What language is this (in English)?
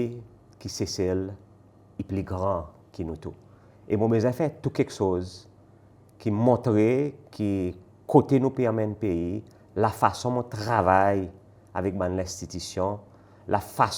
Seselwa Creole French